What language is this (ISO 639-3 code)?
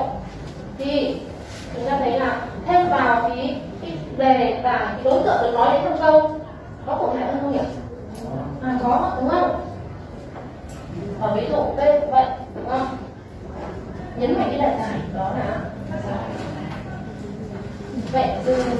vie